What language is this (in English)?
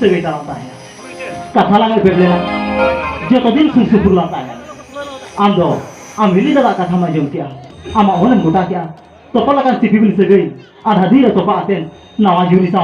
Santali